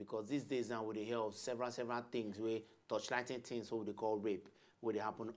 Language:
Nigerian Pidgin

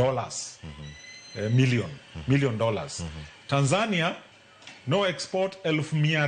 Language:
Luo (Kenya and Tanzania)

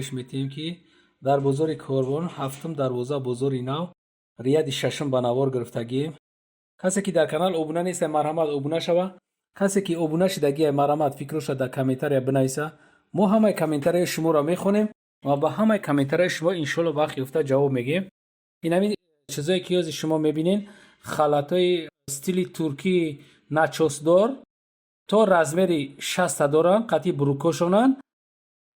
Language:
Tajik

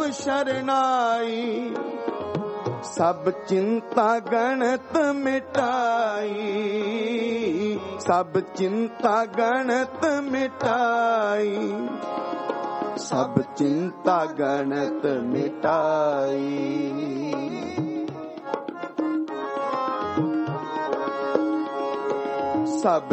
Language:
Punjabi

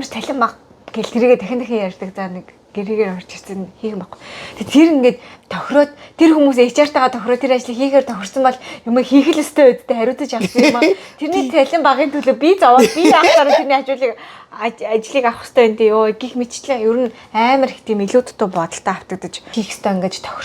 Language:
Mongolian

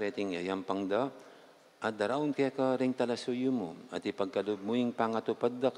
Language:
Pampanga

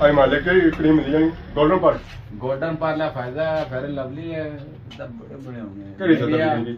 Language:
Pahari-Potwari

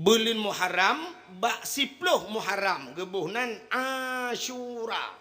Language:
Achinese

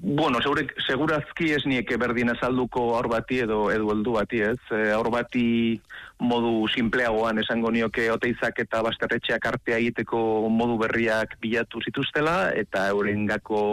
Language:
Basque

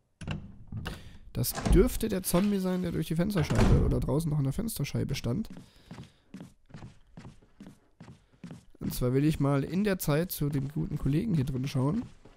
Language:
German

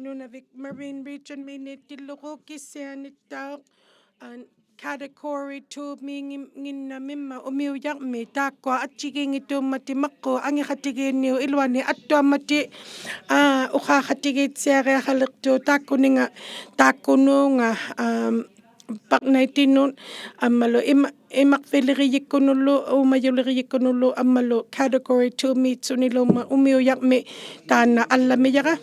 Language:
Inuktitut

